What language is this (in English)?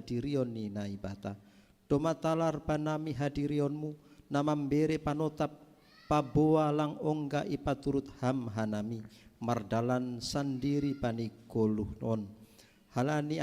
Batak Simalungun